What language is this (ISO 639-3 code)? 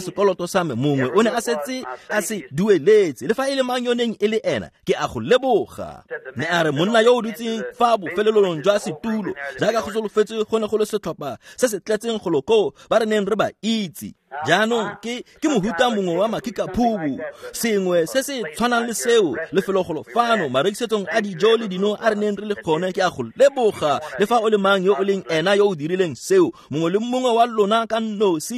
tsn